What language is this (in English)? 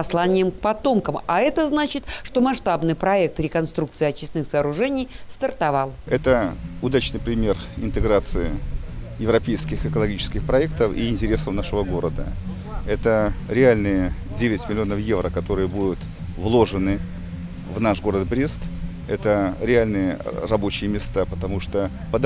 Russian